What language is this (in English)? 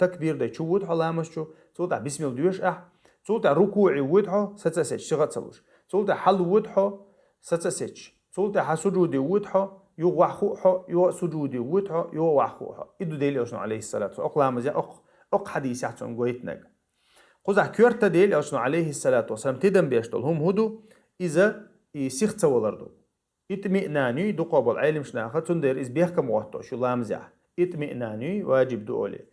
Chechen